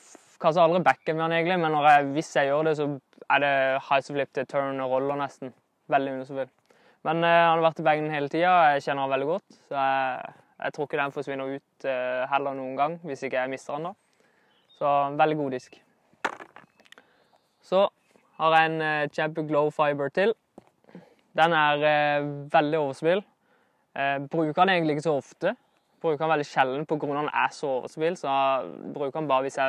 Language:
Norwegian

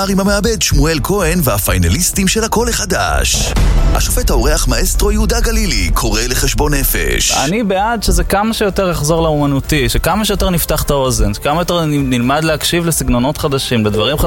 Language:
Hebrew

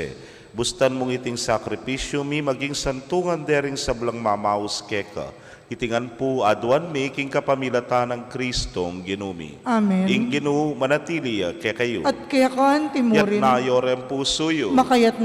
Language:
Pampanga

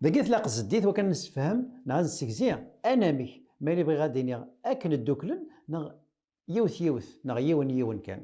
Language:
Kabyle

